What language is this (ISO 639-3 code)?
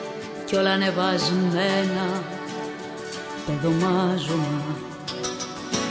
ell